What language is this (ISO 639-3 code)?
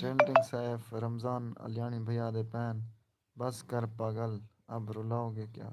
skr